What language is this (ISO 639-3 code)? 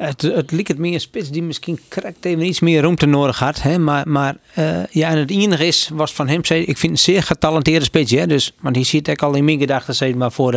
fry